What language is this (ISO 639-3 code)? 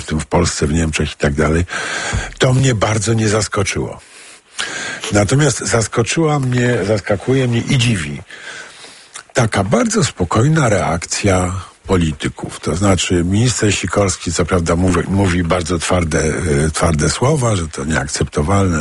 pol